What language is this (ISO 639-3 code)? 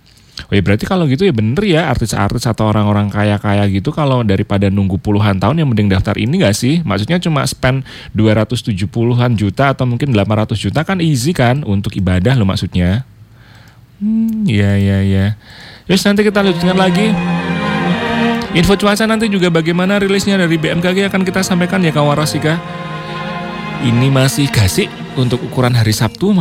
ind